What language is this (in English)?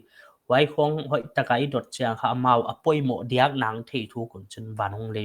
Paite Chin